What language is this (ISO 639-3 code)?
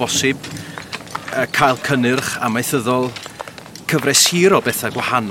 cym